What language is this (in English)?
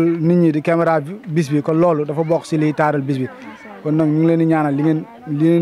Wolof